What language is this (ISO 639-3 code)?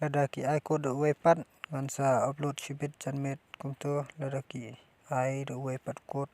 kha